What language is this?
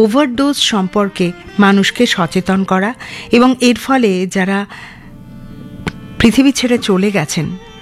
Bangla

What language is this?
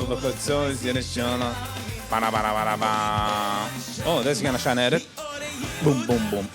Yiddish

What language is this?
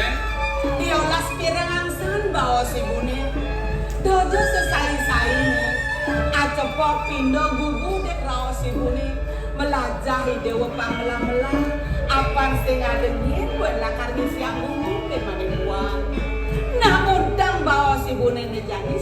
Balinese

